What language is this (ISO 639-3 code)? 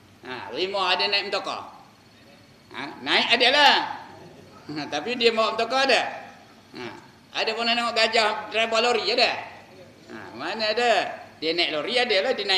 msa